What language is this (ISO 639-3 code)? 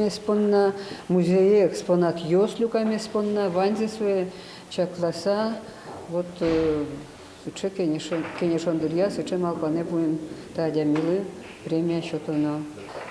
udm